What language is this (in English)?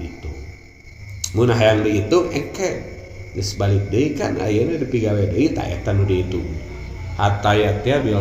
Sundanese